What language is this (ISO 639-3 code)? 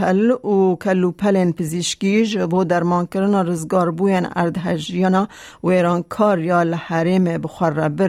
kur